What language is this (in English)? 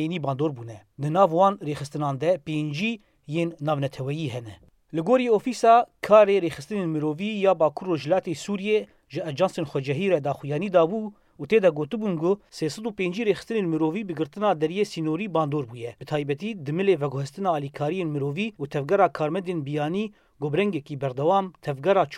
Kurdish